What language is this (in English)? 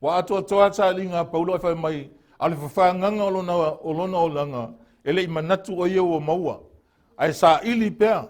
Samoan